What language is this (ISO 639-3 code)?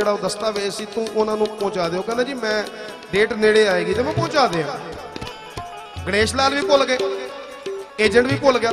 pan